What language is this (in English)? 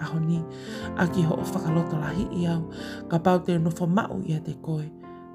Tongan